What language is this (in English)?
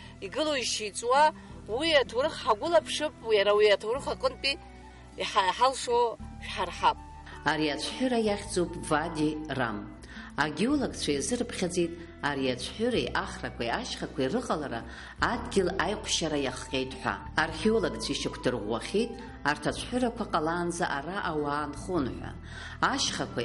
Abkhazian